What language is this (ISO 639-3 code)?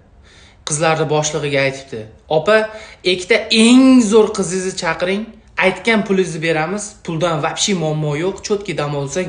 uzb